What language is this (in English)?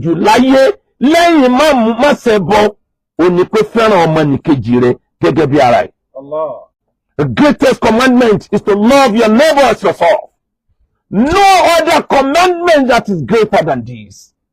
Yoruba